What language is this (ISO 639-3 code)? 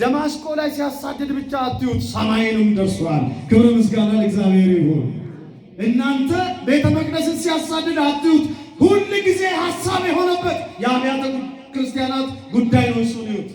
amh